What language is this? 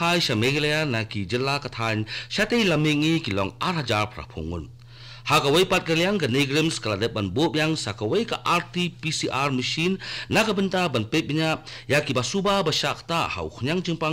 Khasi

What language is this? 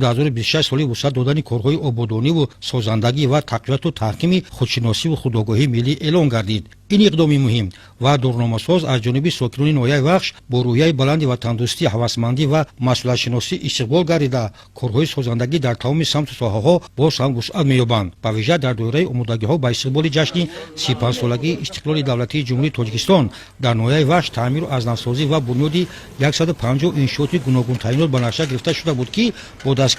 Tajik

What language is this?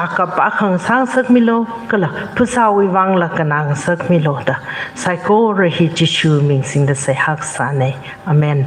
Tangkhul Naga (India)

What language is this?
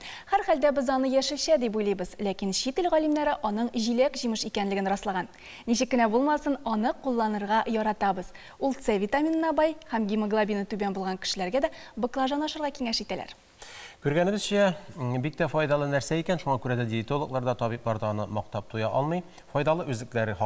Tatar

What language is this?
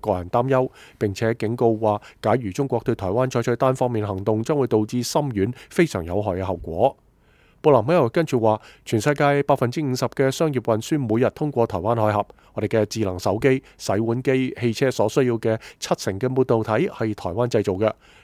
Cantonese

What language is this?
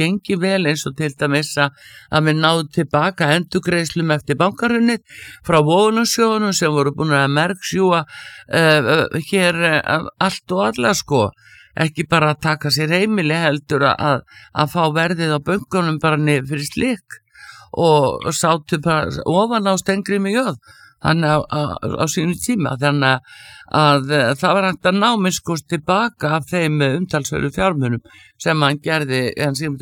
Icelandic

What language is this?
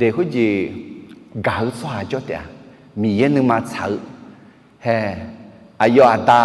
Akha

